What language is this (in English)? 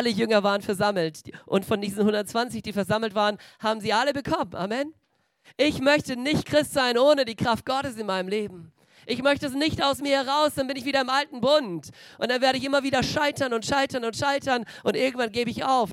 German